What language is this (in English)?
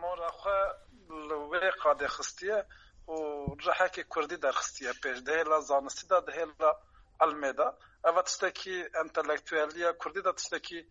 Kurdish